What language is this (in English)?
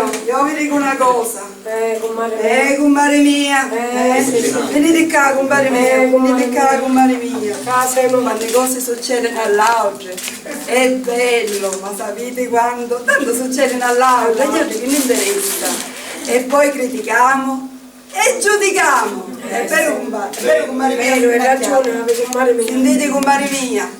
Sicilian